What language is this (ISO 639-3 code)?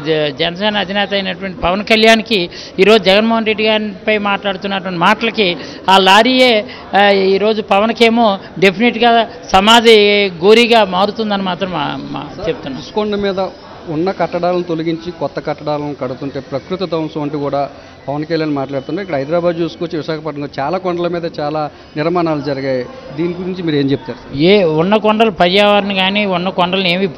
tel